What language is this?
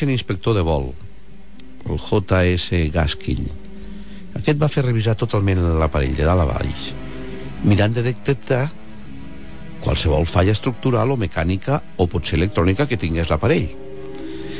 Catalan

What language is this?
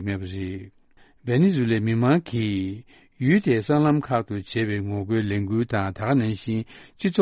Tibetan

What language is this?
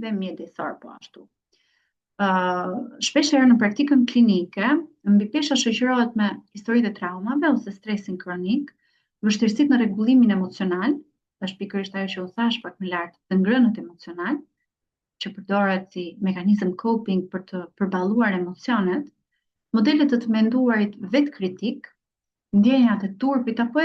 Albanian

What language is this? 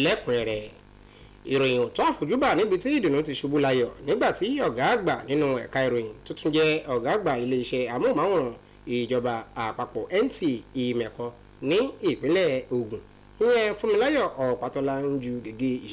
Yoruba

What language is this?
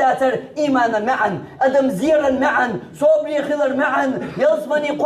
Chechen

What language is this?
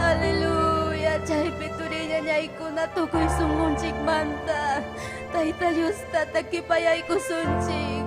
Ayacucho Quechua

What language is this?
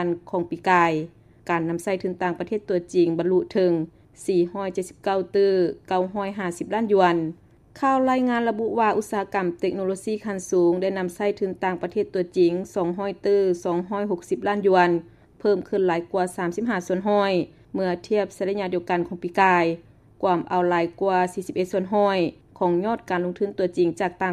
Lao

